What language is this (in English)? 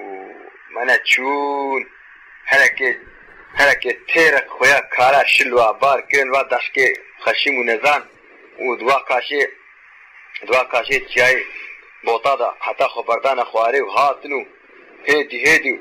Kurdish